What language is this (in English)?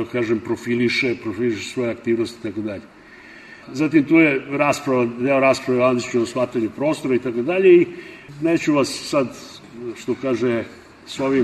Serbian